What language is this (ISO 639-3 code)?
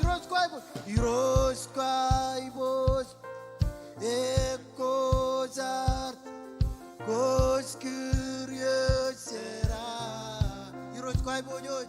mah